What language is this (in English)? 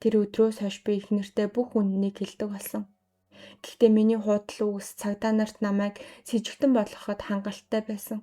Mongolian